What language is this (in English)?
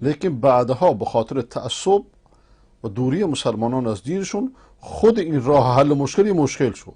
Persian